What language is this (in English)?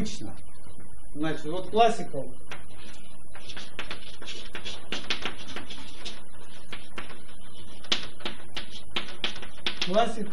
Russian